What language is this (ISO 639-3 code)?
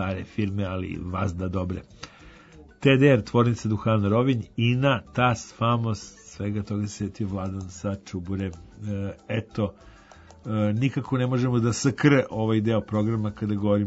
srp